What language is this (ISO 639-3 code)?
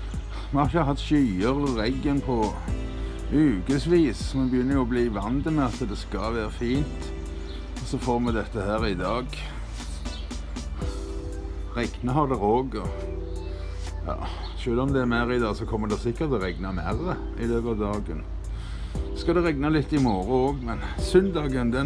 nor